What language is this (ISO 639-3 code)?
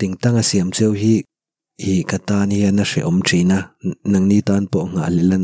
lus